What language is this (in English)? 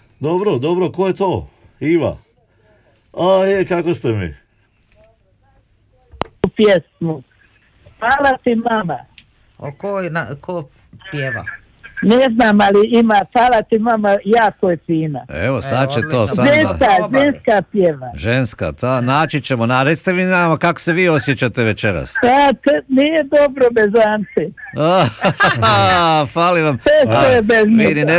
Croatian